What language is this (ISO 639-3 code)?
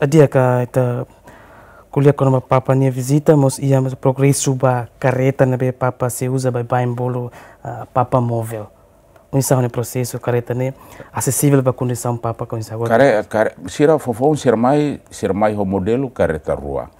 tet